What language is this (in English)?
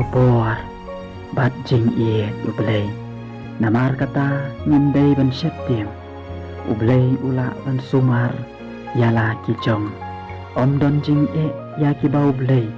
Khasi